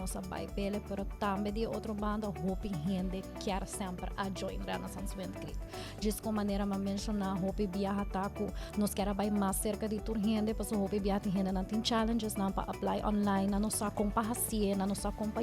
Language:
Papiamento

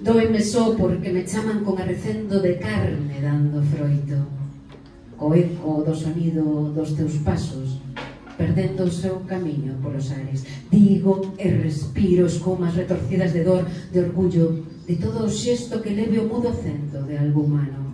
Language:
Galician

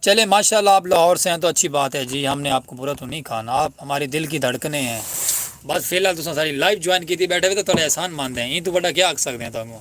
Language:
Saraiki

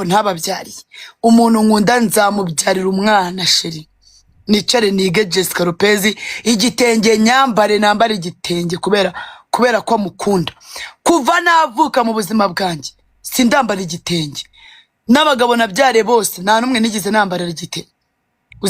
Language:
Kinyarwanda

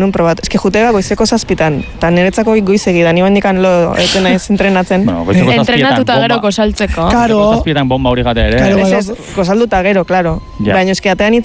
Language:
Basque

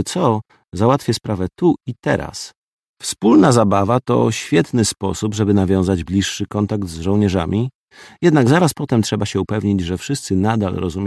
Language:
Polish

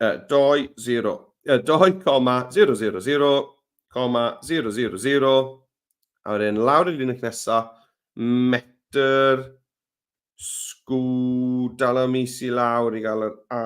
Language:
Welsh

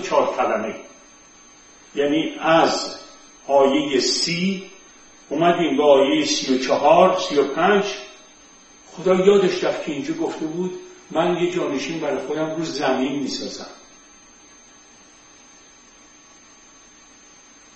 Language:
Persian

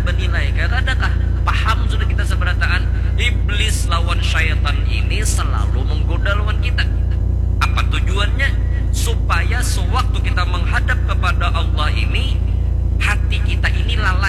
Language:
Banjar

